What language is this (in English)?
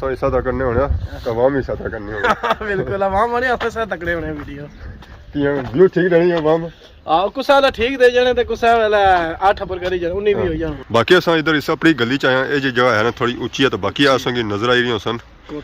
Pahari-Potwari